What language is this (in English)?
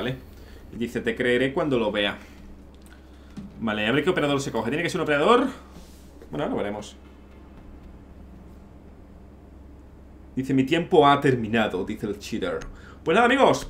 Spanish